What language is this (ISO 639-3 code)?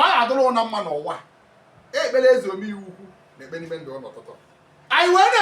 ibo